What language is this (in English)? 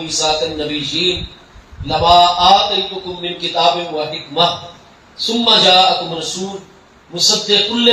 Saraiki